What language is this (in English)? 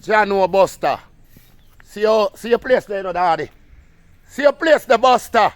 Jamaican Creole English